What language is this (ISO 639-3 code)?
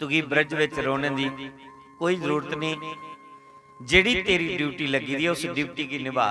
doi